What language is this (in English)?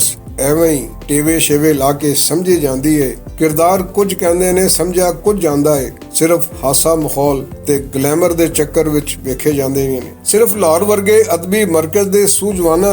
Western Panjabi